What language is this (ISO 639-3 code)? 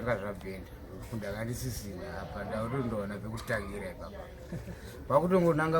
sna